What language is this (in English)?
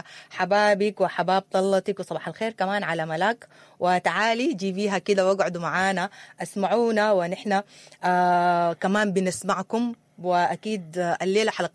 Sudanese Arabic